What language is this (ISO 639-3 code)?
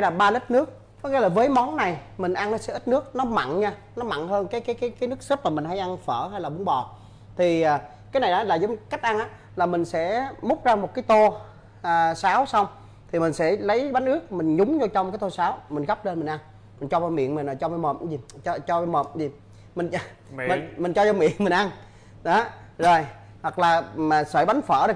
vie